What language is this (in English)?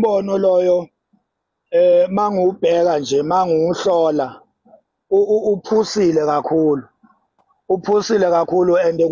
Zulu